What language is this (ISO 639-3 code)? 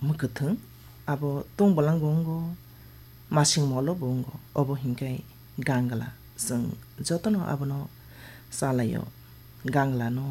trp